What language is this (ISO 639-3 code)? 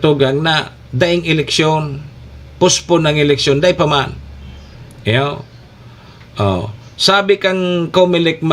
bik